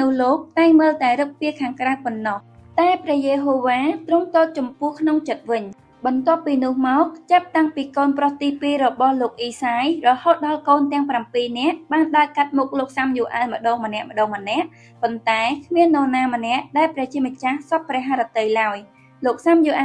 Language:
Khmer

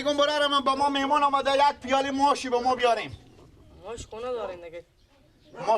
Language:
Persian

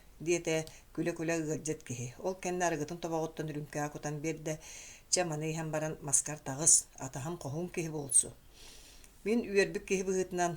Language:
Yakut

